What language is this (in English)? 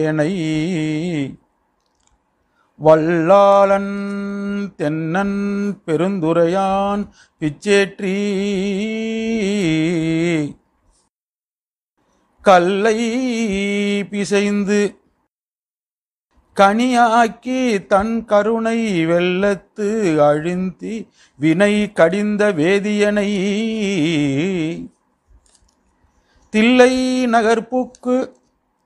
Tamil